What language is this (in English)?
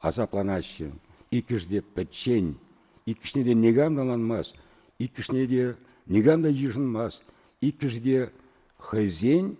Chuvash